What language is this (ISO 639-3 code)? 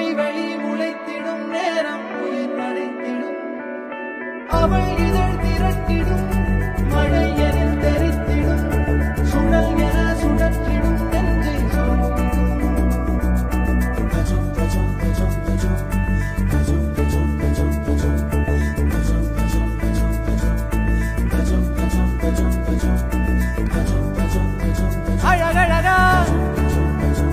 tam